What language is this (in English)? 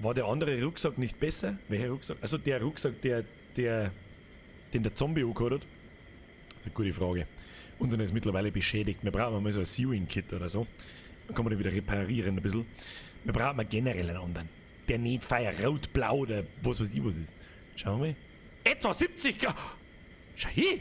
Bavarian